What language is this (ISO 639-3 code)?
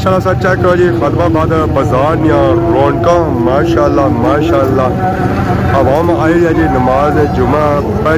phr